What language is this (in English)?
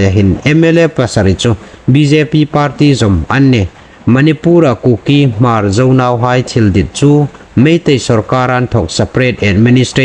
Hmar